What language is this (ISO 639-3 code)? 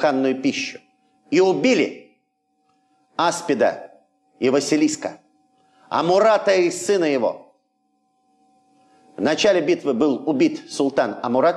rus